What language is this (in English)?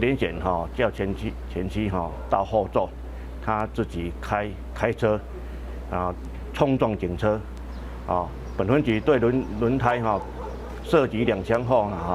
Min Nan Chinese